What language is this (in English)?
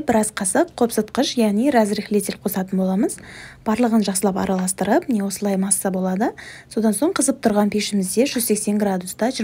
Kazakh